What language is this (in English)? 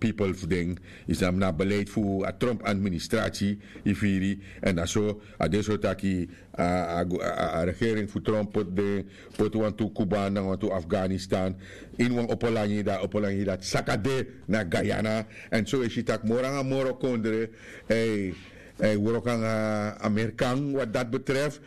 Sranan Tongo